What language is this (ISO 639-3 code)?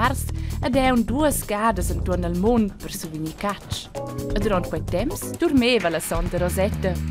roh